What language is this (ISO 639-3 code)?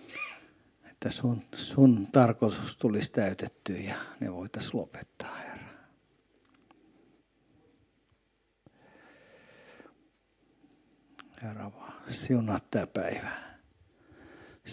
fin